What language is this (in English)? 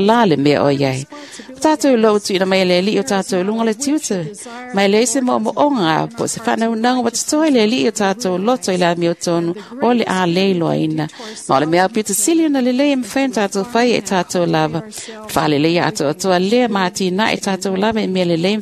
Samoan